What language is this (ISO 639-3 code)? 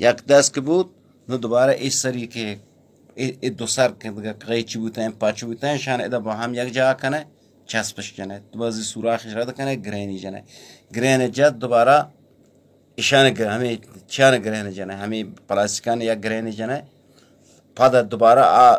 bal